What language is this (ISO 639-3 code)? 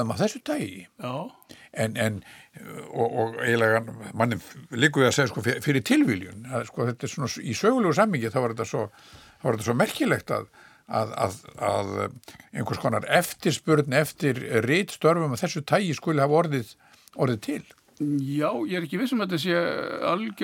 isl